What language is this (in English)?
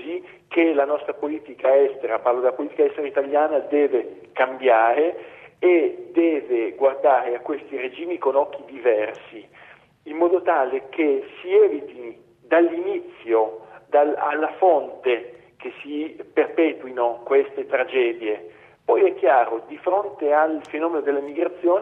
Italian